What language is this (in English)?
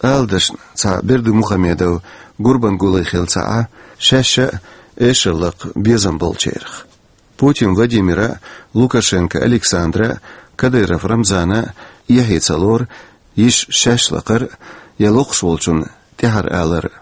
Chechen